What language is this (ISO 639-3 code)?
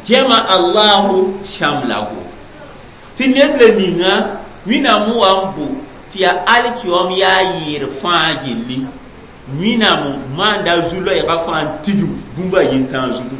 mos